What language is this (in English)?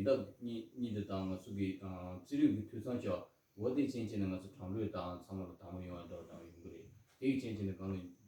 Tibetan